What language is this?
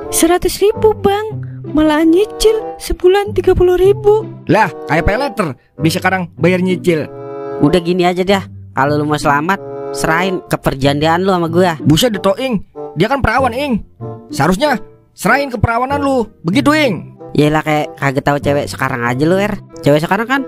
Betawi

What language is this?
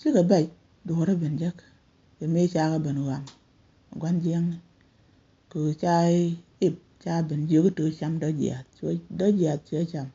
Nuer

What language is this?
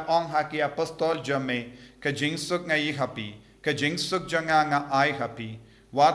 Khasi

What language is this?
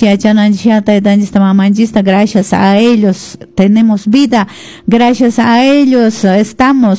Quechua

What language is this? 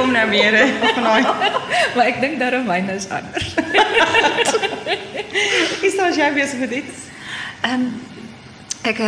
Afrikaans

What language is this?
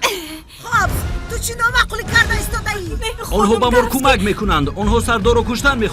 Tajik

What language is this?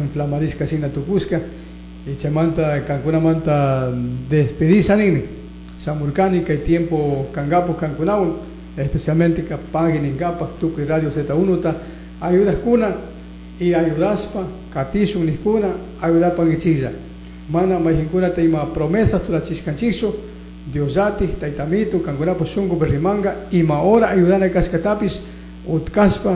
Chimborazo Highland Quichua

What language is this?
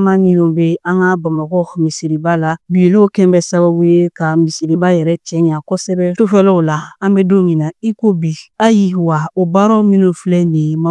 Bambara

